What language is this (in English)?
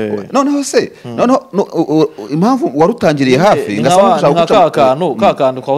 Kinyarwanda